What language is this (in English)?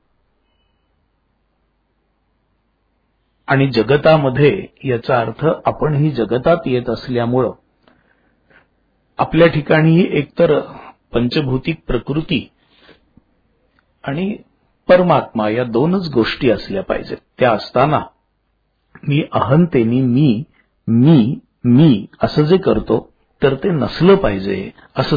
Marathi